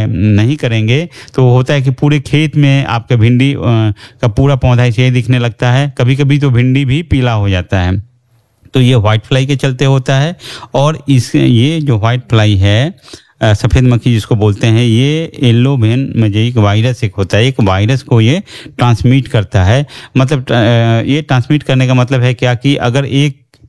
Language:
Hindi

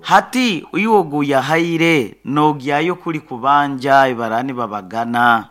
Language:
Nyankole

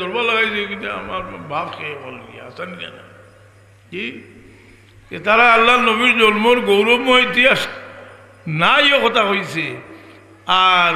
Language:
Sylheti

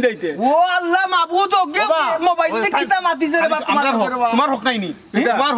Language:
Sylheti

